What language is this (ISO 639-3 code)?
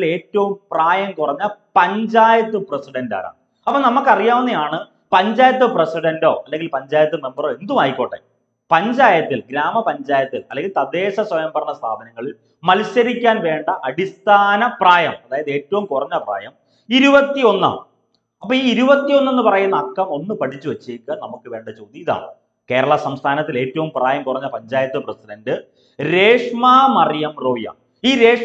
mal